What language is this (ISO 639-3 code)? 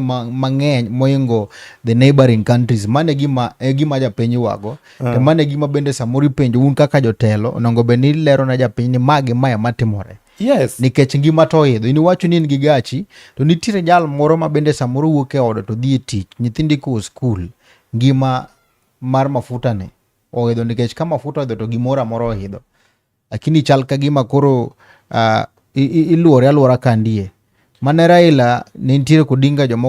luo